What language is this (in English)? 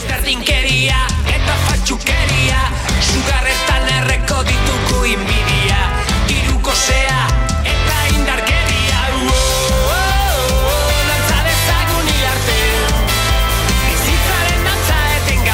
Basque